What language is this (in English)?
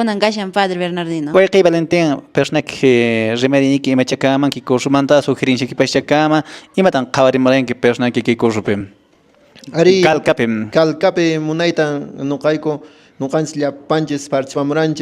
Quechua